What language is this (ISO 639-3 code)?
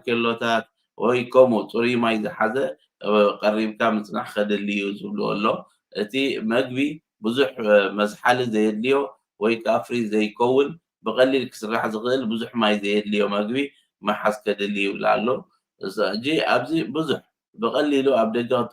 tir